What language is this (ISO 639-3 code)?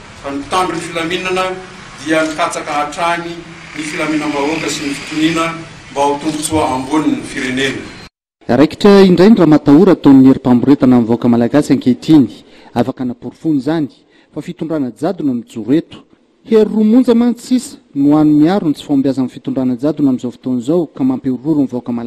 mlg